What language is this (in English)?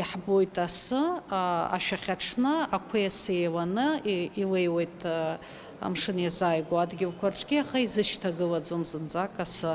Abkhazian